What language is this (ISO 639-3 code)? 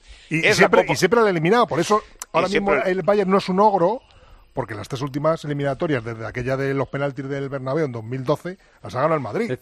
spa